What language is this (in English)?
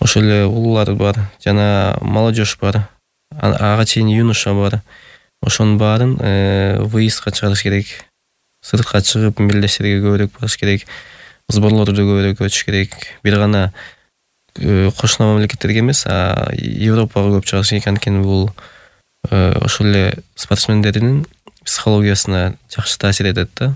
Kyrgyz